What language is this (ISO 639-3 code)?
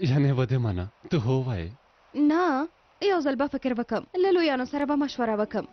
pus